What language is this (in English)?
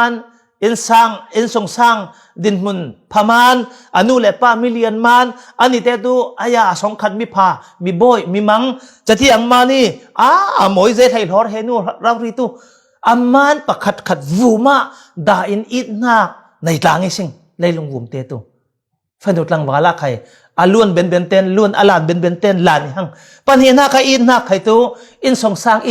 Falam Chin